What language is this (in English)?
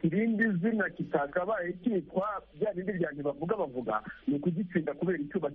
Kinyarwanda